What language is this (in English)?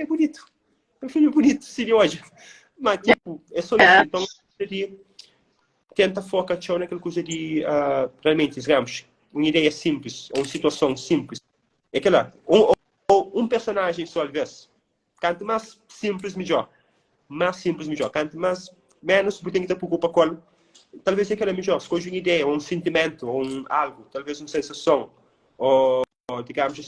Kabuverdianu